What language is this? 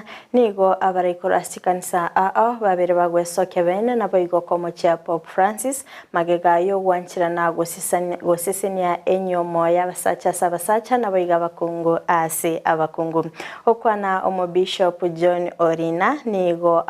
Gusii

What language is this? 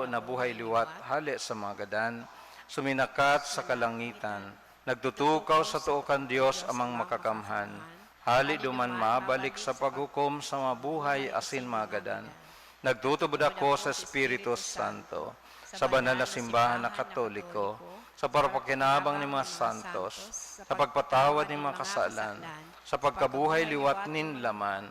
Bikol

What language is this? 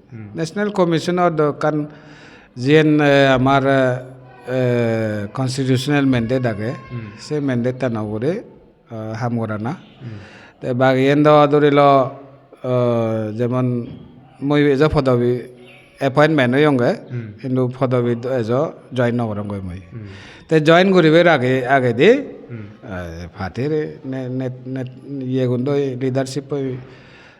Chakma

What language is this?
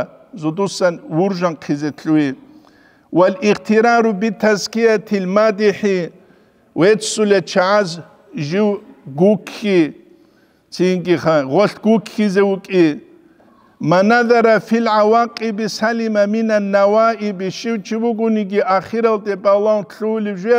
Avaric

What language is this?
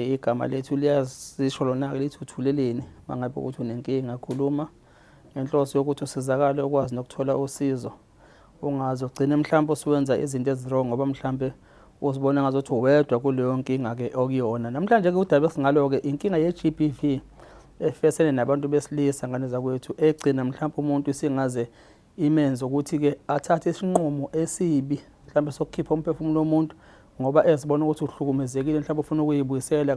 Zulu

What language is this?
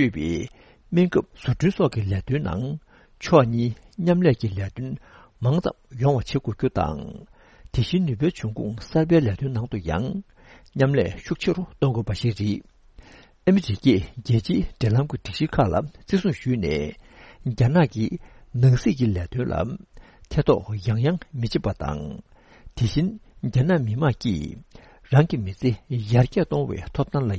Tibetan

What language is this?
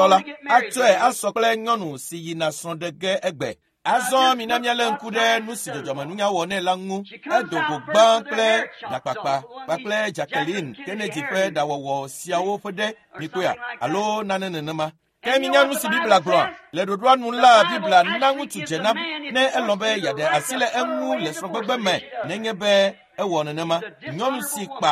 Ewe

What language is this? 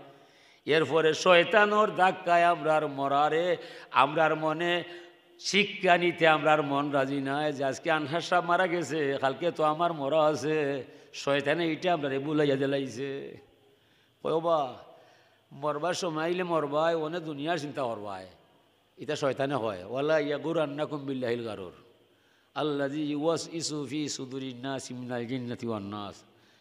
Sylheti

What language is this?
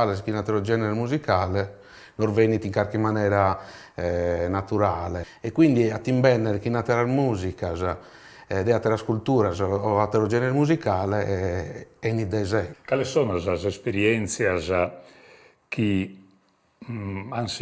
Sardinian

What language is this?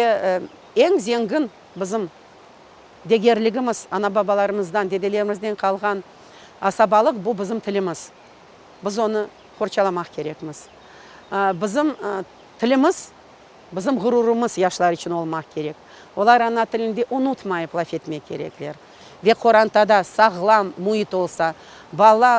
Crimean Tatar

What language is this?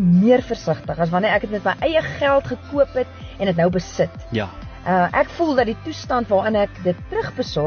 Afrikaans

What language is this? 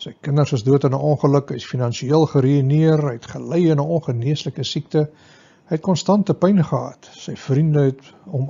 Afrikaans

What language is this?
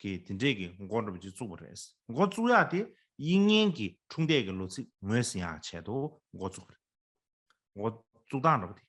Tibetan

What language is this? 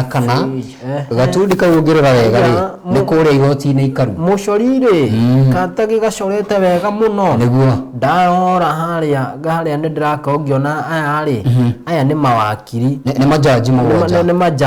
Kikuyu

